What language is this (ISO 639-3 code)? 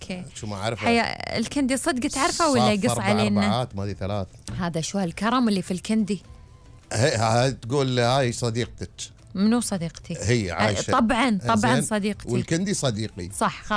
afb